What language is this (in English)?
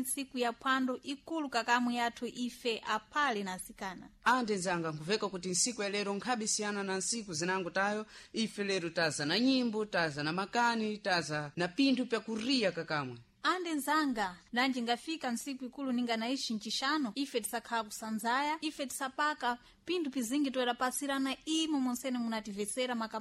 Sena